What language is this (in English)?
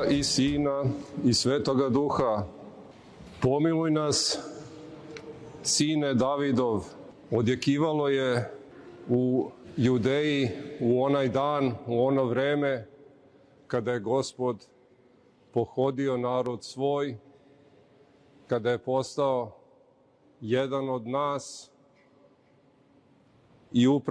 Serbian